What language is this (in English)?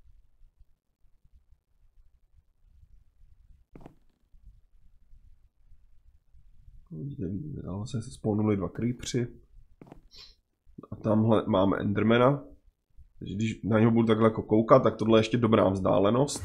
Czech